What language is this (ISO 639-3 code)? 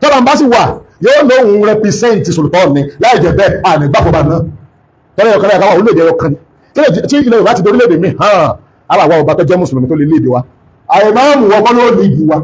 yor